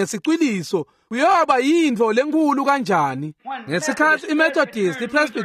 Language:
Swati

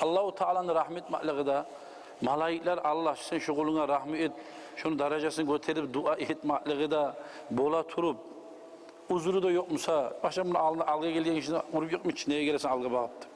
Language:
Kumyk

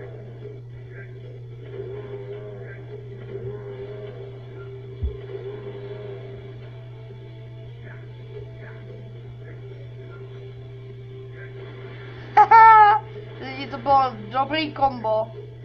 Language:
Czech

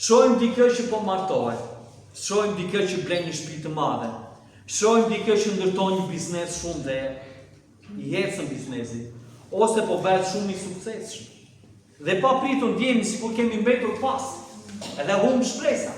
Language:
Albanian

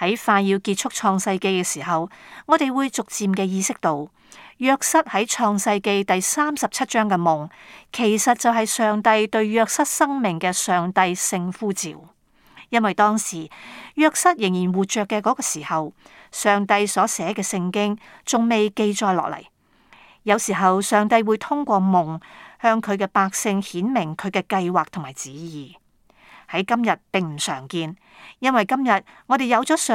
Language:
Cantonese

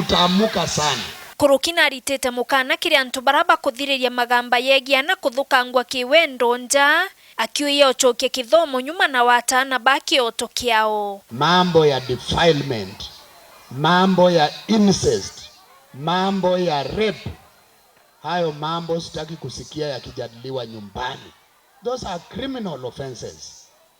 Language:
Meru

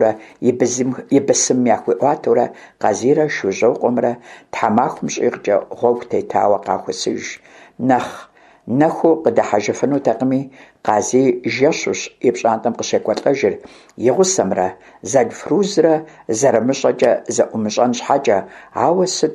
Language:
Kabardian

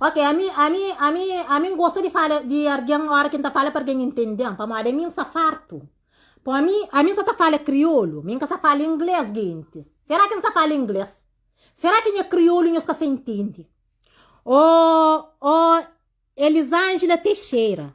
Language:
Kabuverdianu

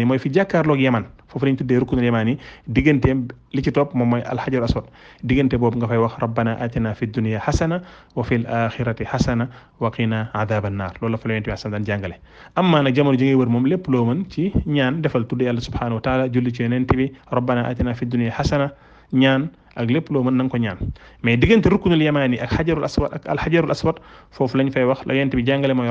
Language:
Wolof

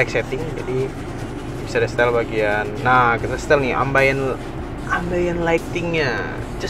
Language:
Indonesian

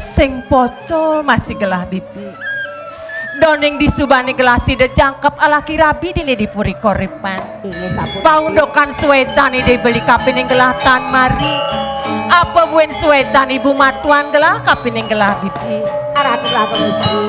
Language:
Balinese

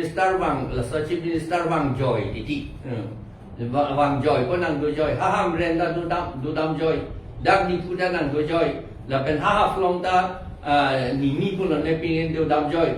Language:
Karbi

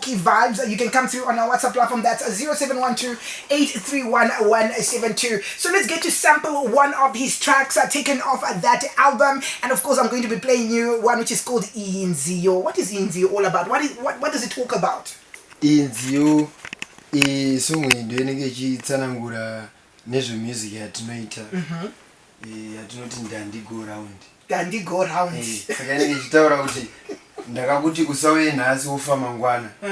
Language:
Shona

